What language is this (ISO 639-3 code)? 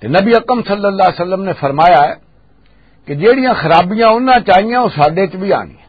lah